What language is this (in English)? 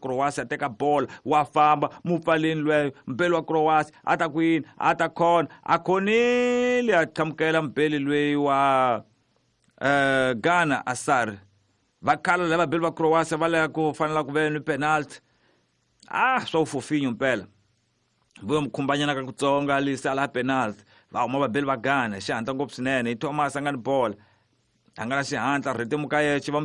Tsonga